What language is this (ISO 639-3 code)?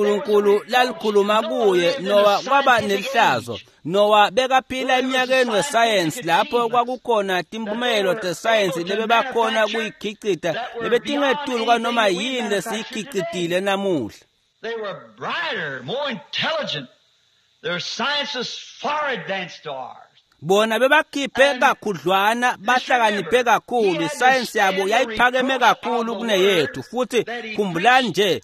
ssw